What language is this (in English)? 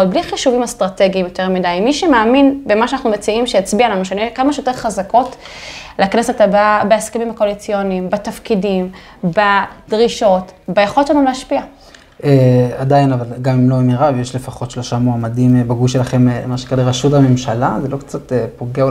Hebrew